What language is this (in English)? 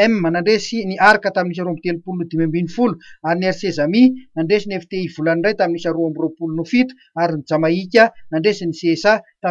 Malagasy